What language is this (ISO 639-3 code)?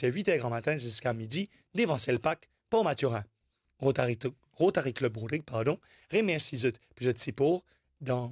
mfe